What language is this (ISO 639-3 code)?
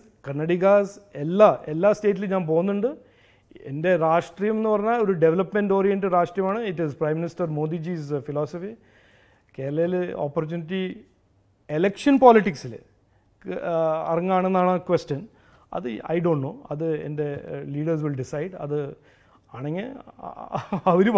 mal